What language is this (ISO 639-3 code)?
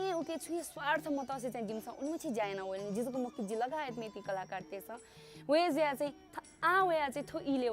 new